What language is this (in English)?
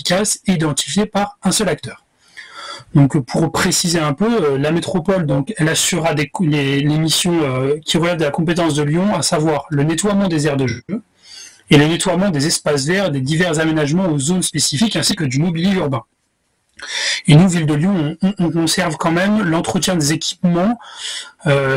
French